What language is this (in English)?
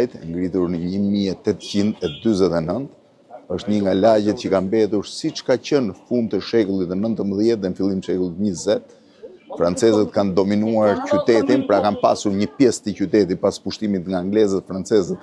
Albanian